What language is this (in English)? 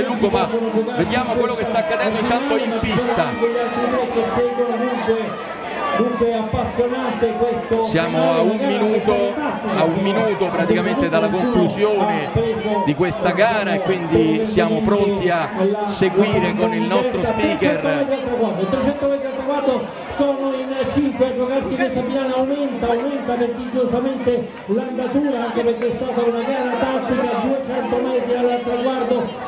Italian